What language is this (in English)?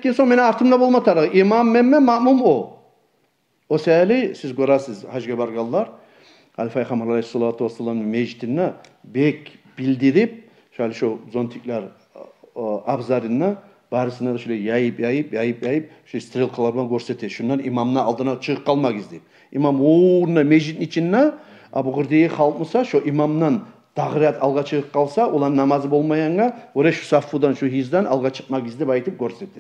Kumyk